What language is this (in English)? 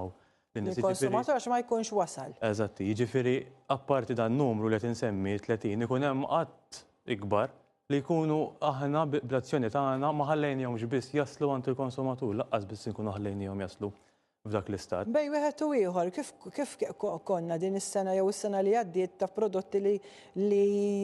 Maltese